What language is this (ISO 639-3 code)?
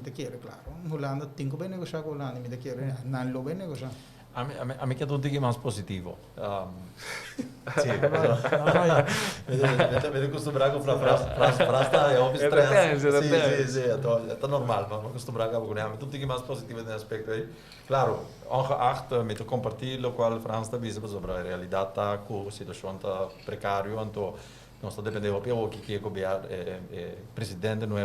pap